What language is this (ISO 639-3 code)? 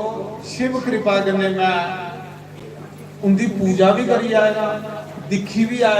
doi